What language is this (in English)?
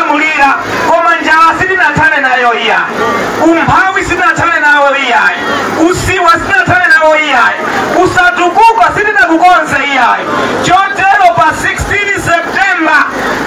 Nyanja